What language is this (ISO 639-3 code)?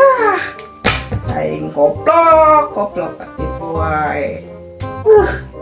sun